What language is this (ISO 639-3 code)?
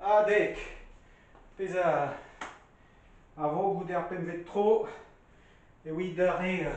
bre